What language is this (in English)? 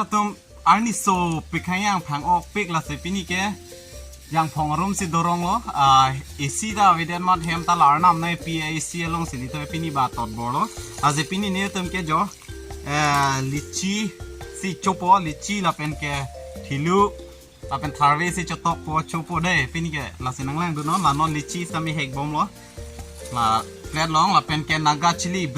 Karbi